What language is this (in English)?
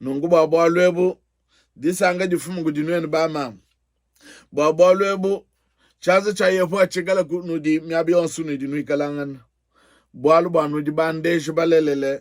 Luba-Lulua